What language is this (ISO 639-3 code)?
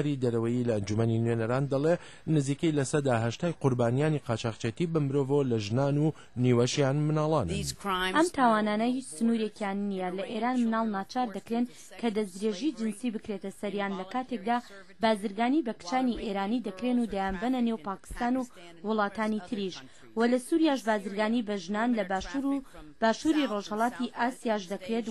ckb